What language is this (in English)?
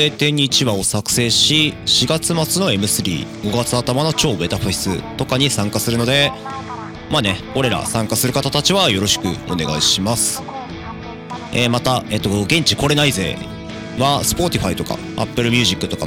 Japanese